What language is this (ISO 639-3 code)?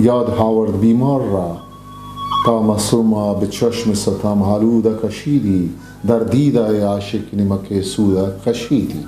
bgp